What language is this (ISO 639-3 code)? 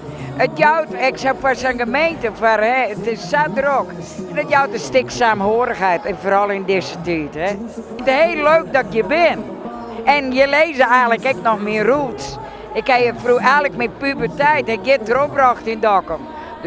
fry